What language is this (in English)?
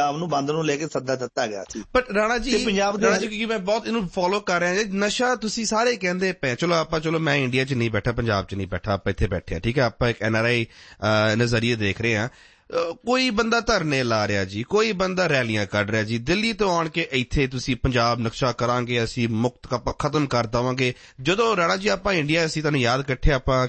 Punjabi